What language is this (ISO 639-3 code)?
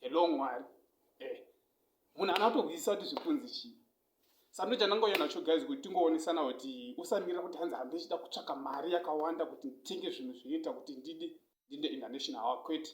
sna